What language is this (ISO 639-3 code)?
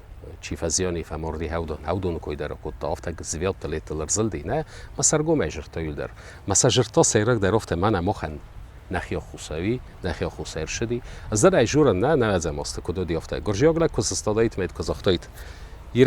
oss